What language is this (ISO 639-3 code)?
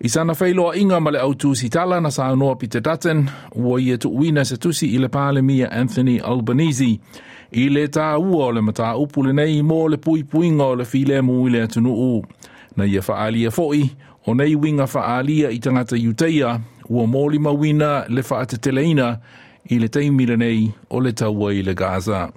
smo